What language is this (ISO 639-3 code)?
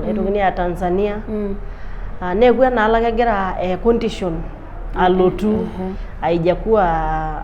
mas